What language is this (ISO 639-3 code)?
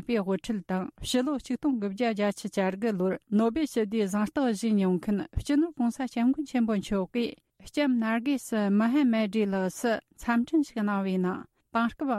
bod